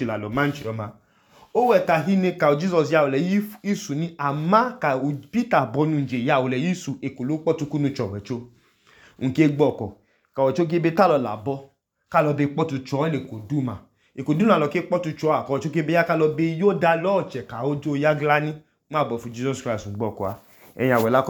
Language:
Idoma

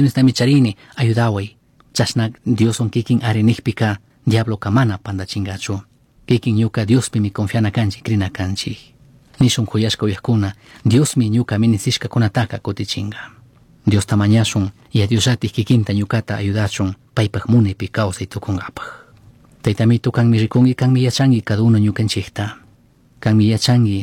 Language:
Chimborazo Highland Quichua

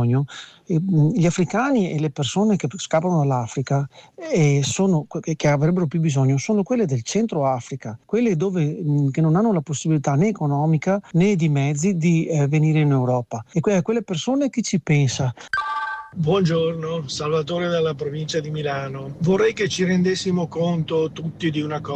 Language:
Italian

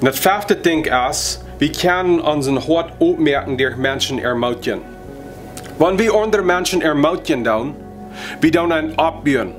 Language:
Plautdietsch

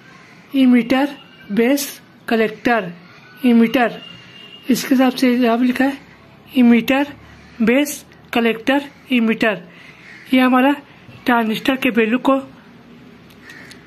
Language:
Hindi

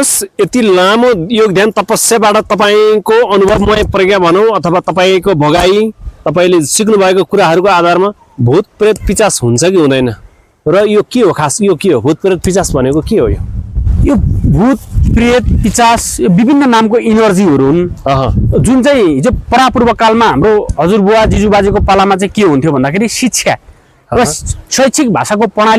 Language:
Nepali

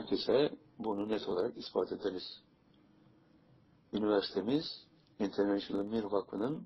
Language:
Turkish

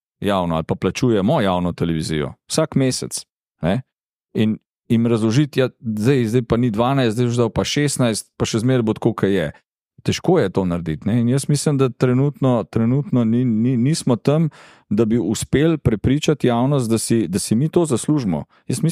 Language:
Slovenian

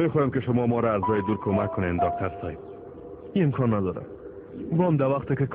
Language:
Tajik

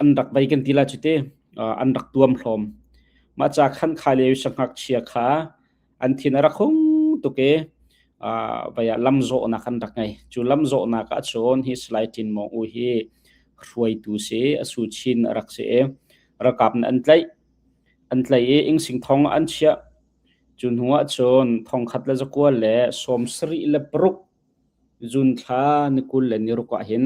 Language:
Hakha Chin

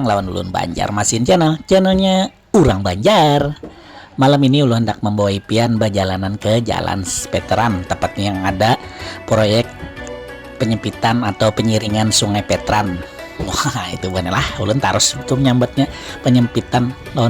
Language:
Banjar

